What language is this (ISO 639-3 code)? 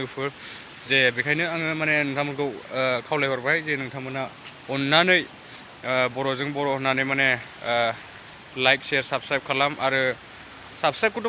brx